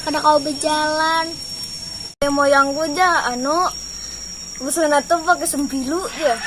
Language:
Banjar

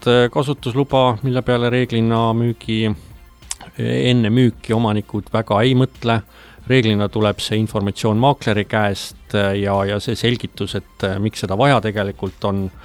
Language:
Estonian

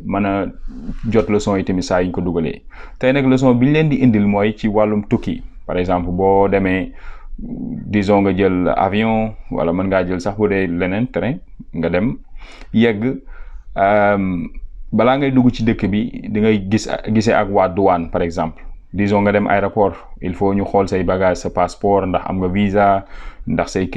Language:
Wolof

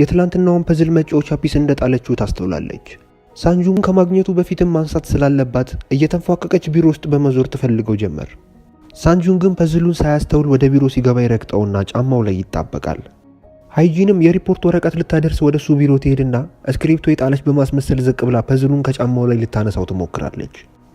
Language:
Amharic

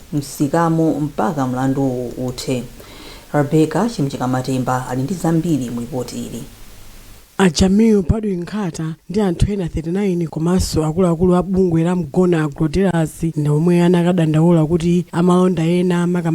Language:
Nyanja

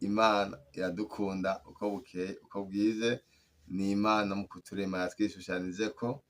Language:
Rundi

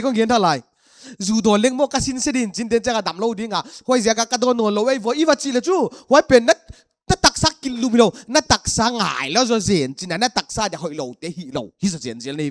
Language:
Paite Chin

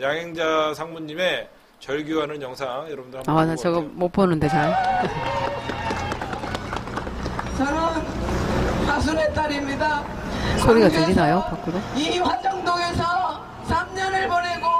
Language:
Korean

